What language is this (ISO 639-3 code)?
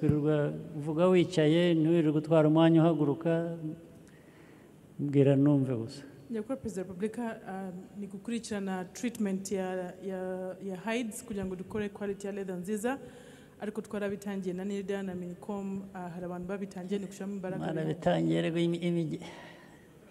kin